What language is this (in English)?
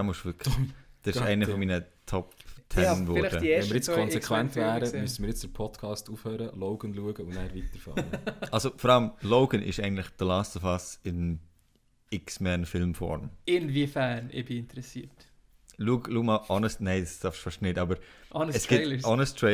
Swiss German